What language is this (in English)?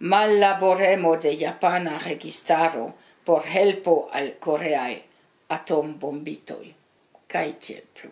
Esperanto